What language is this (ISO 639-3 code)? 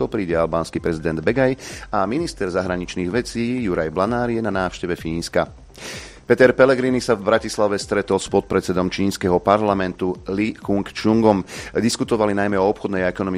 slk